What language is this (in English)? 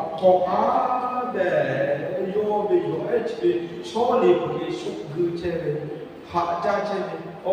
Lahu